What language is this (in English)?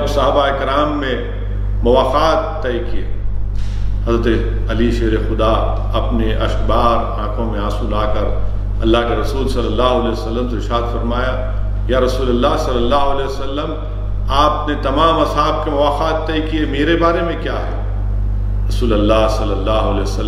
Urdu